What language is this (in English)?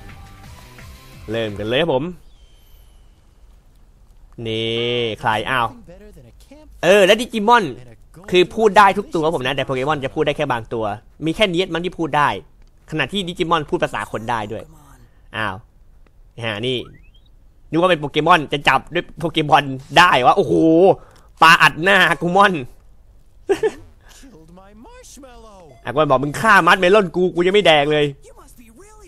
Thai